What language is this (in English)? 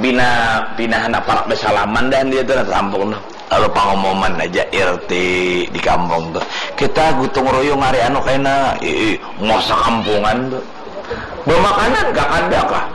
Banjar